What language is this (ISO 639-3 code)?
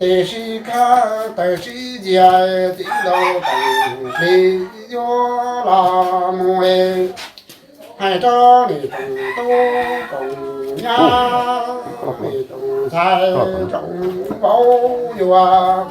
hmn